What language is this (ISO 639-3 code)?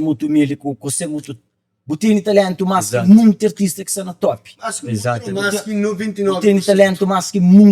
kea